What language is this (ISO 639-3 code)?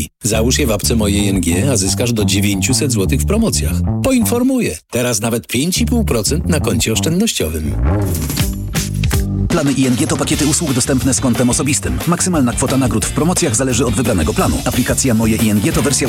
pol